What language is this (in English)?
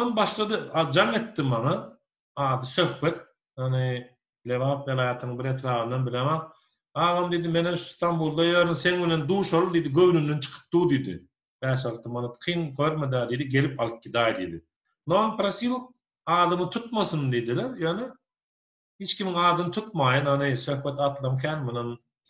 Turkmen